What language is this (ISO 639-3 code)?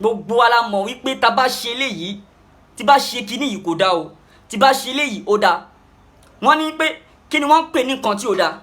yor